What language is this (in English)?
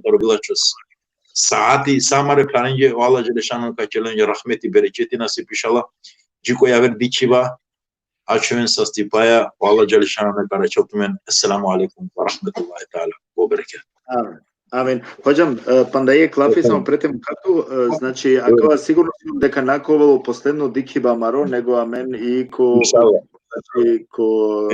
Balkan Romani